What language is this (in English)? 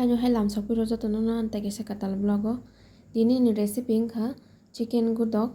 Kok Borok